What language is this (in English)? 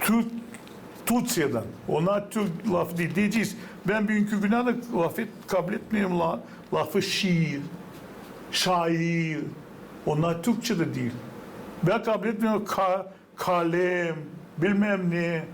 Gagauz